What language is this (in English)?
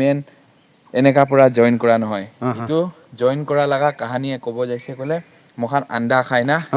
Naga Pidgin